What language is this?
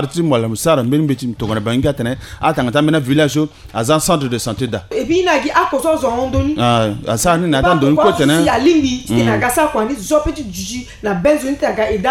Sango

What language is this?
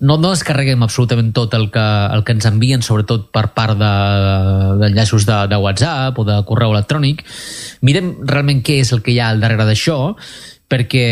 Catalan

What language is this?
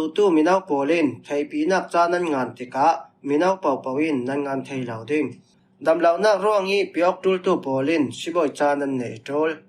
Falam Chin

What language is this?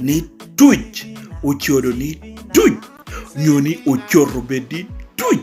Lango (Uganda)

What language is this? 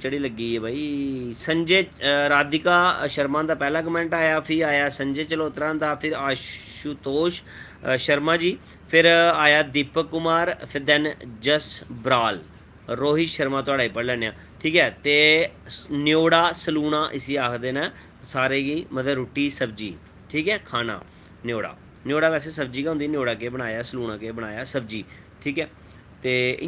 Dogri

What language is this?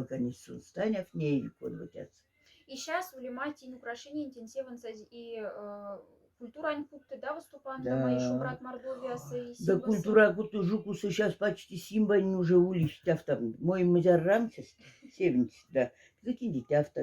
Moksha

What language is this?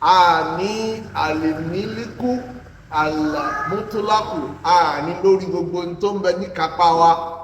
Yoruba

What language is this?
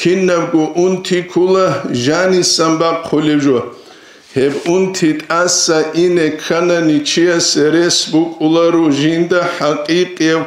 Avaric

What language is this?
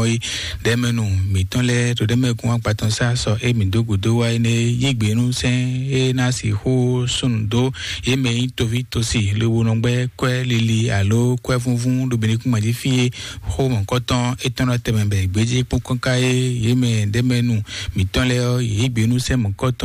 Fon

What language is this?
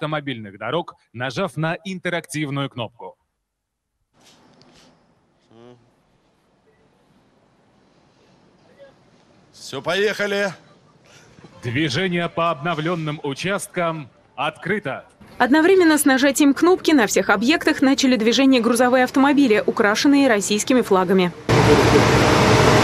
Russian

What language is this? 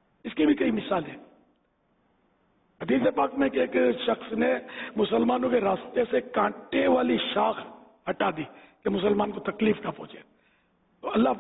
Urdu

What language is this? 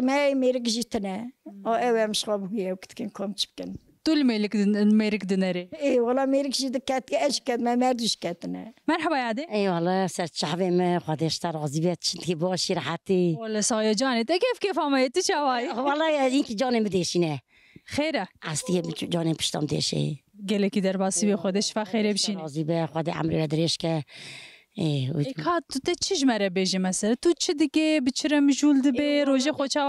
Kurdish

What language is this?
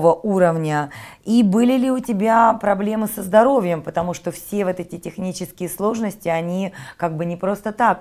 Russian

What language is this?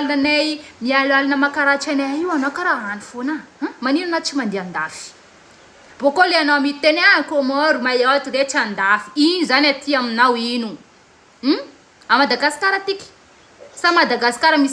Malagasy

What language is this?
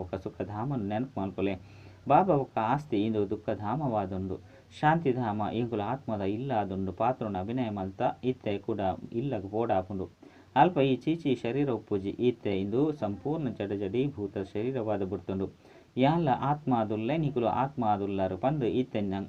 Tulu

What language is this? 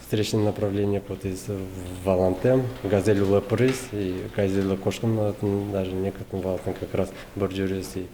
Udmurt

